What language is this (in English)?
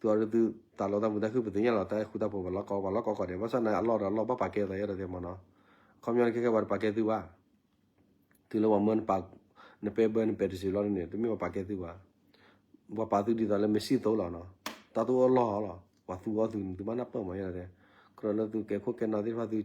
S'gaw Karen